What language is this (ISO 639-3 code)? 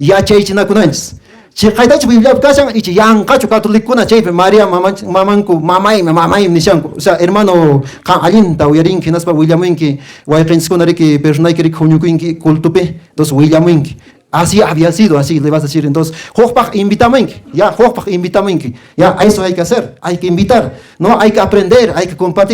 que